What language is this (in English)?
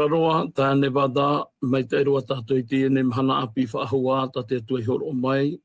Tahitian